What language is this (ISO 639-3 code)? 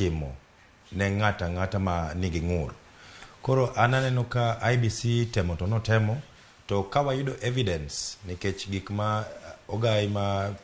luo